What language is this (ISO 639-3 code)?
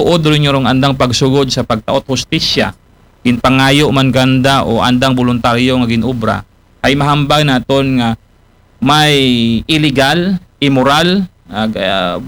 akl